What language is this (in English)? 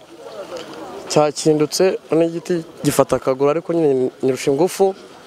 Kinyarwanda